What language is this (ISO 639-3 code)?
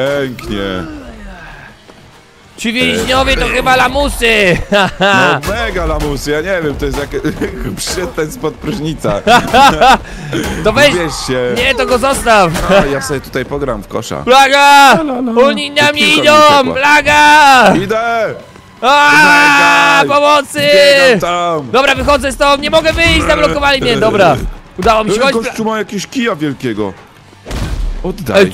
pol